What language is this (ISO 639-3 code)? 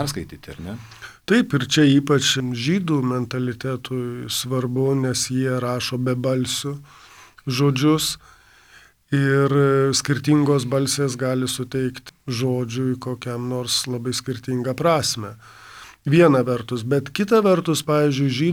lit